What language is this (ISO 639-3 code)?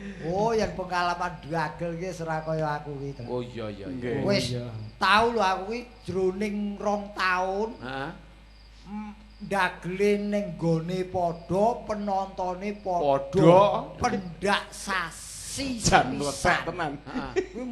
jav